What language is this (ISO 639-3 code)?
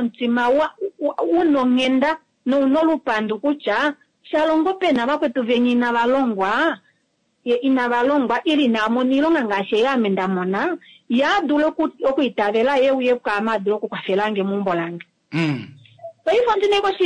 kua